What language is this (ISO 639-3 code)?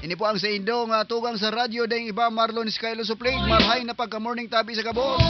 bln